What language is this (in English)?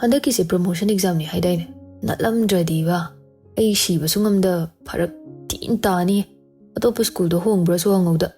Manipuri